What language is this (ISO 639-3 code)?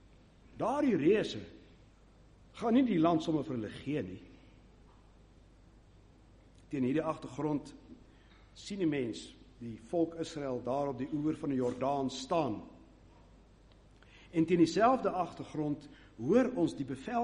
afr